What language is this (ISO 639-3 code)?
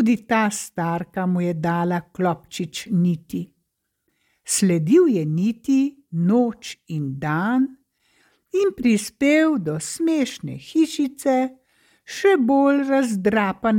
slv